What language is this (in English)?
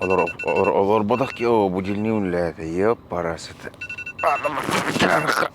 Yakut